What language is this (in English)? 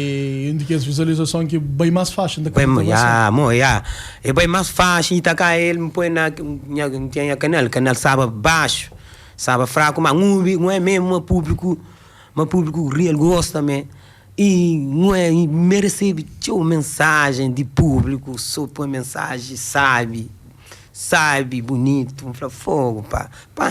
Kabuverdianu